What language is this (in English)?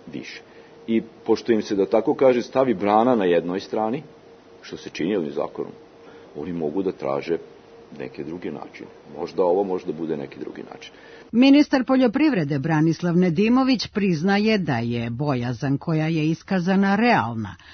Serbian